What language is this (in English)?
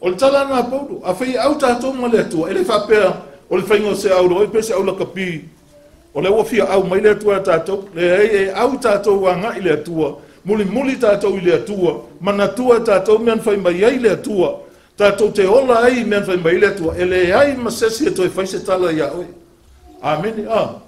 Samoan